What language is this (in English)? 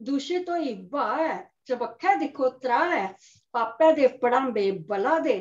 Dogri